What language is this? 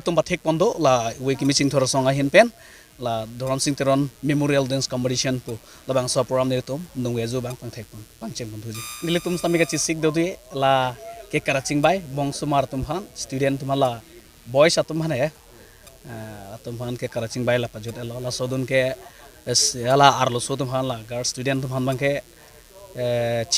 Karbi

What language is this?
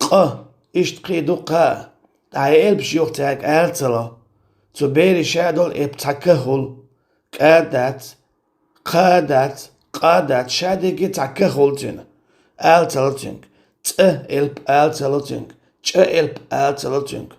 Chechen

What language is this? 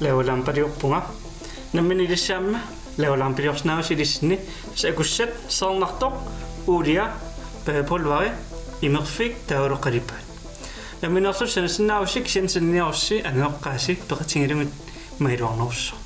Kalaallisut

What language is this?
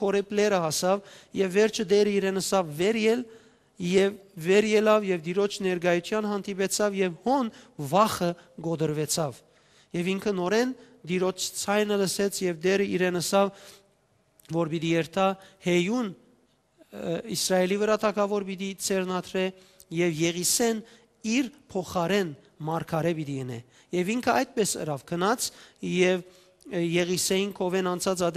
Western Armenian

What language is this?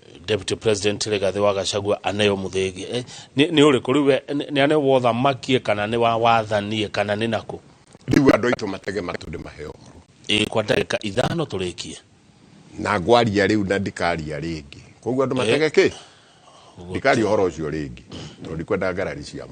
Kikuyu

